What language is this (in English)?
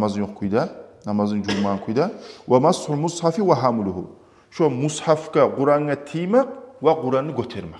Kumyk